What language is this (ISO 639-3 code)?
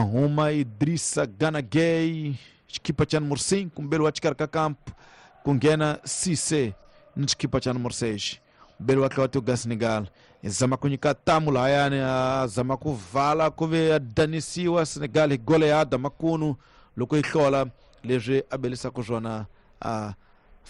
tso